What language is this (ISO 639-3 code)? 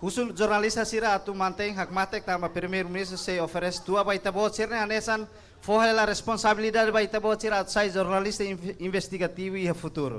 tet